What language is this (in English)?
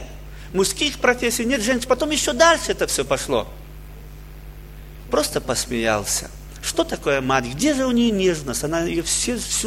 Russian